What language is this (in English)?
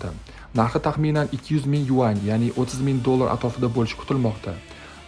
Uzbek